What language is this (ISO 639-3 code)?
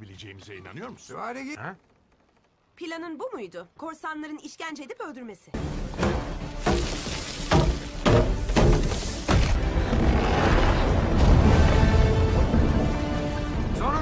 tur